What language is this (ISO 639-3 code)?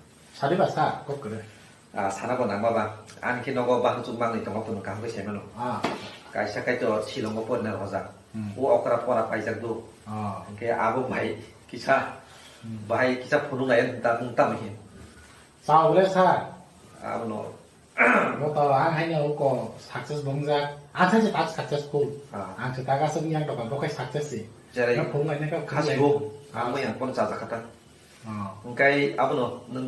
trp